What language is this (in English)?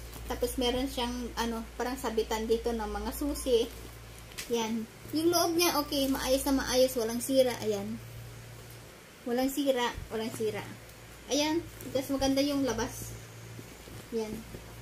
Filipino